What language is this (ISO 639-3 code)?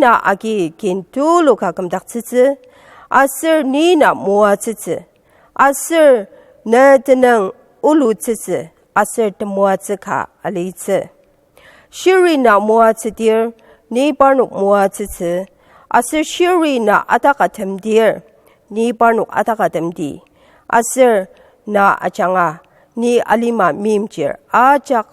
njo